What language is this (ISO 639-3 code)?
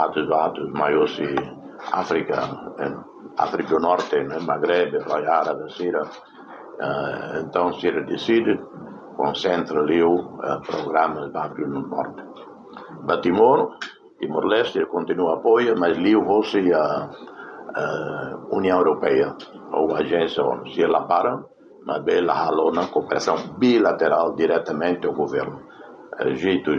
tet